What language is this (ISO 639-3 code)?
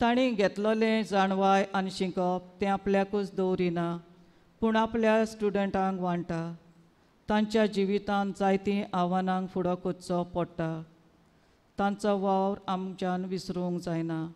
kok